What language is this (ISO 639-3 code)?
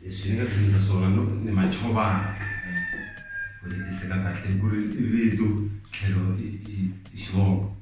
tso